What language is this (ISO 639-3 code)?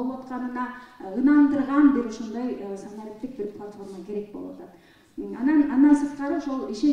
kir